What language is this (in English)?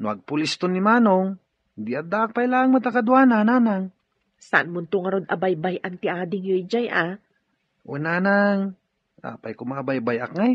Iloko